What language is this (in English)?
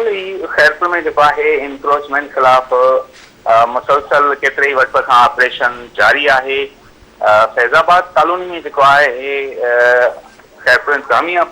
Sindhi